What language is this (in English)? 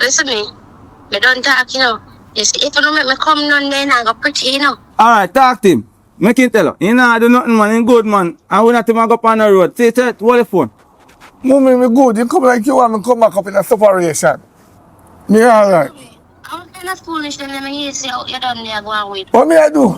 Jamaican Creole English